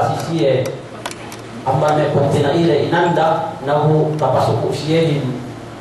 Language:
Yakan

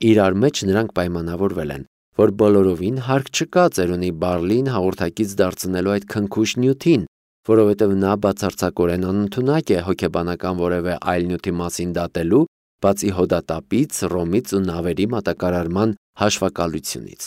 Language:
Armenian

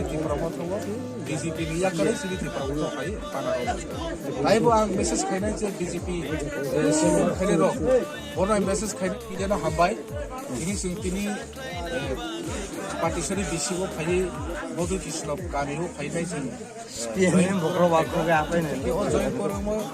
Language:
Kok Borok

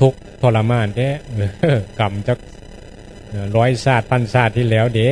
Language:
Northeastern Thai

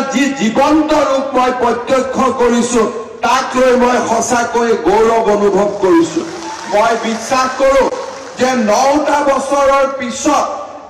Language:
Assamese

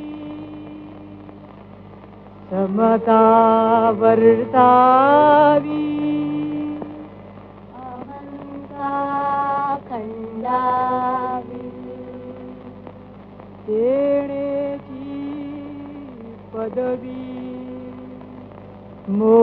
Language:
Marathi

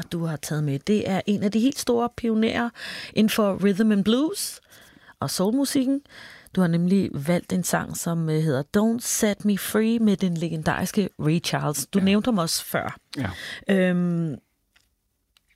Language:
Danish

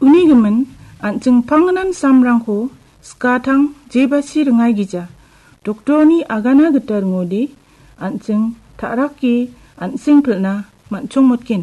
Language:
Garo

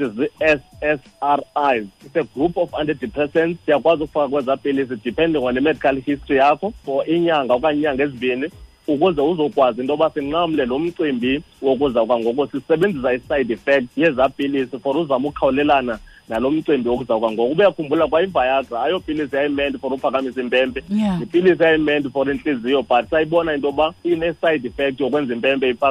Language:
Xhosa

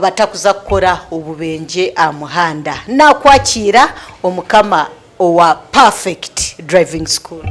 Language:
Nyankole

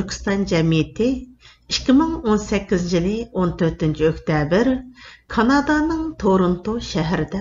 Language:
Uyghur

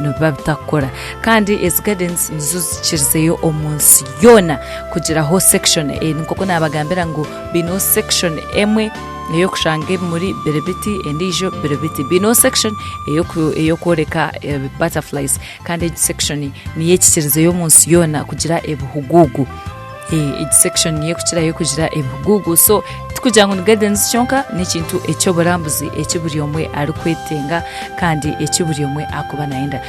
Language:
Nyankole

